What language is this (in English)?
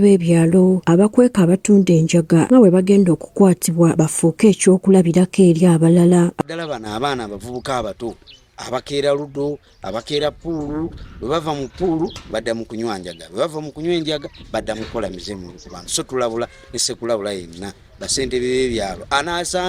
Ganda